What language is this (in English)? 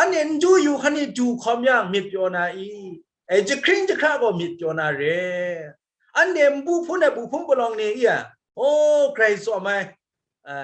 Kachin